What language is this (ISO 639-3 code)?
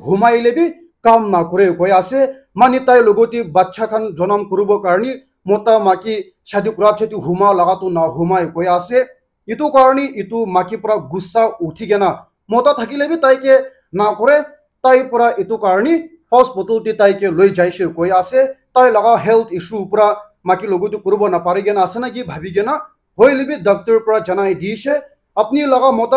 nag